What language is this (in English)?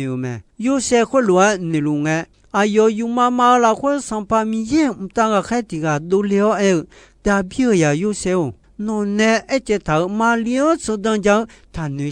Akha